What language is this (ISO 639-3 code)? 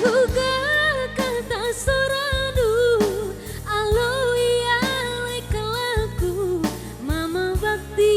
btx